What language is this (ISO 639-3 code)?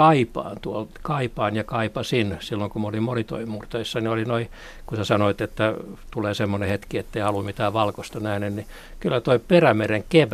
fin